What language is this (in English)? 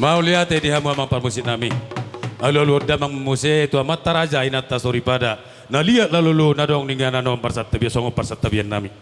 Batak Toba